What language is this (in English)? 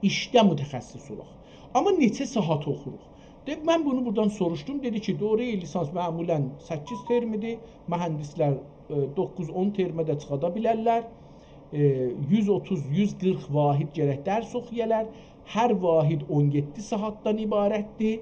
South Azerbaijani